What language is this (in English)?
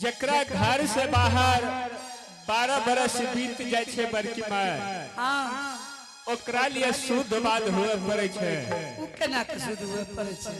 Angika